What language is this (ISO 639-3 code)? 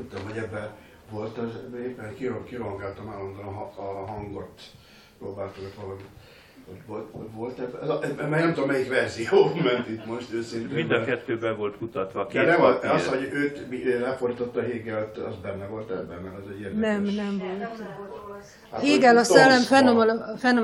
hun